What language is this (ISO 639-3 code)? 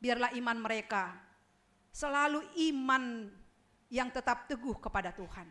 bts